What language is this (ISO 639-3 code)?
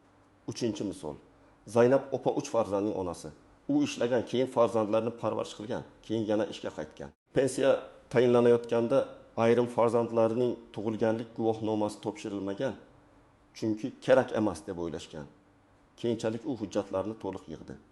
uzb